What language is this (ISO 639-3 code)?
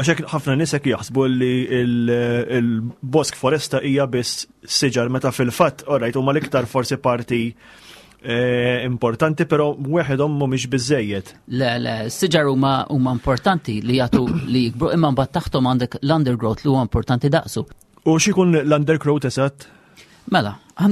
mlt